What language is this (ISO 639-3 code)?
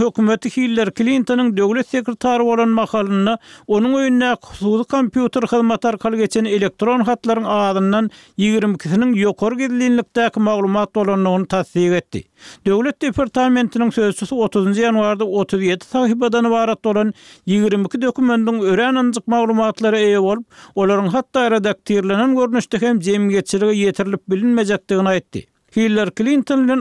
tuk